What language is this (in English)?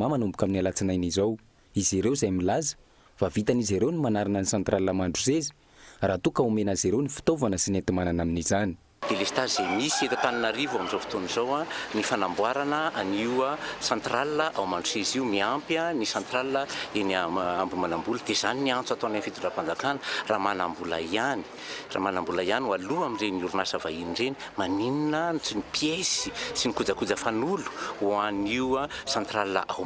Malagasy